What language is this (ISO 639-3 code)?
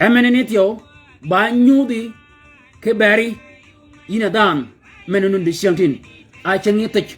shk